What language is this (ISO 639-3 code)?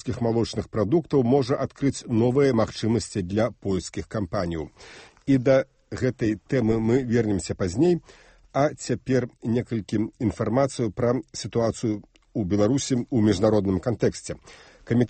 bel